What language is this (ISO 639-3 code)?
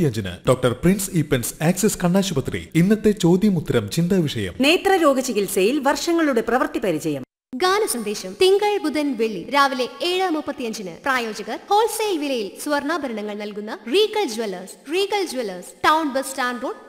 mal